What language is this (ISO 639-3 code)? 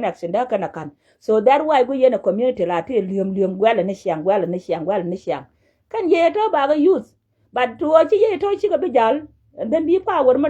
nus